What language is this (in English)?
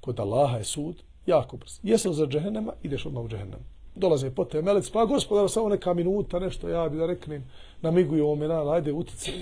Bosnian